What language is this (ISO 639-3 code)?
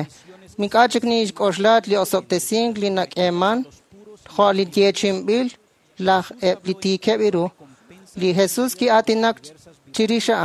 kek